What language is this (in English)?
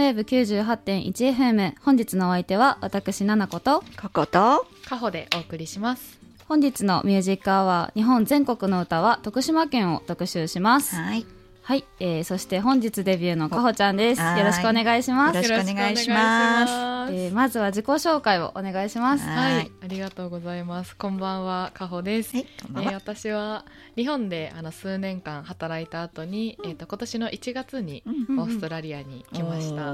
Japanese